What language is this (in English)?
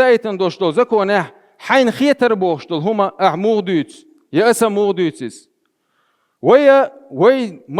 Chechen